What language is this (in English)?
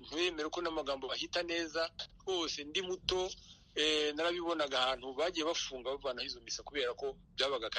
Kinyarwanda